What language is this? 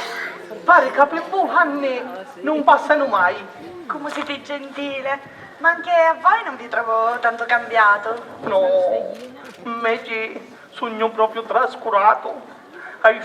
Sicilian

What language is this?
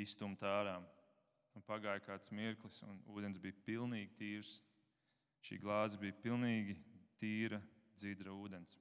Latvian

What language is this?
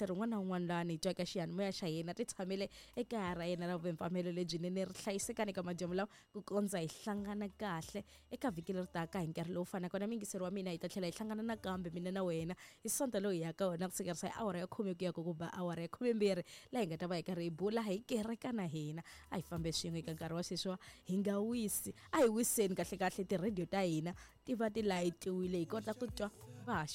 Tsonga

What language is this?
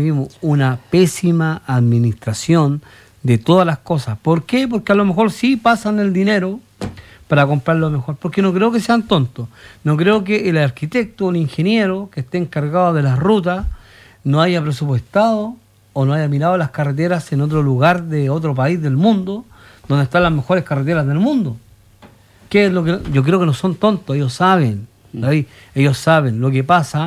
Spanish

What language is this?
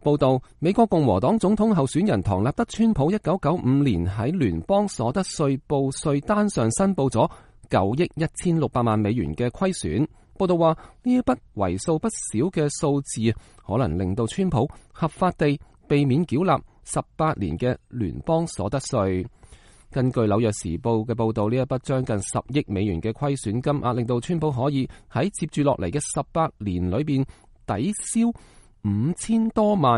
Cantonese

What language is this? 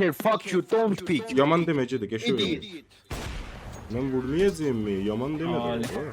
South Azerbaijani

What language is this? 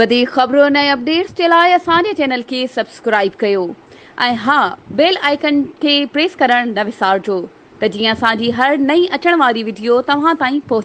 Sindhi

